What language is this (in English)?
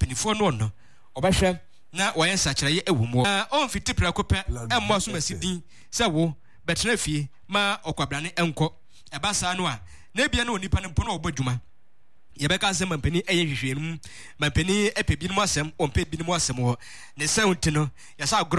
Akan